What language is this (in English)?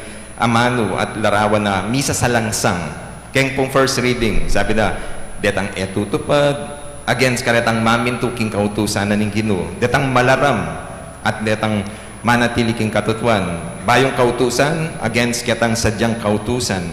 Pampanga